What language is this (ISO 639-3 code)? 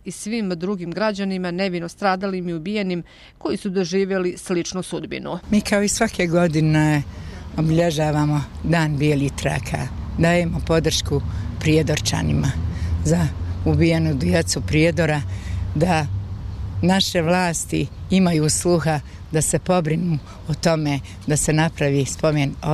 bos